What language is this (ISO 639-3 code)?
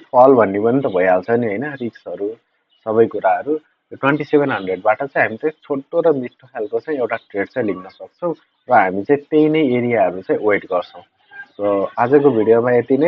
nep